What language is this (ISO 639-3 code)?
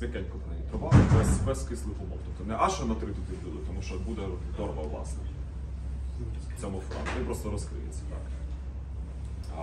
ukr